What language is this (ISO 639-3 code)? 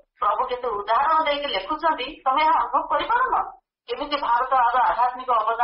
ori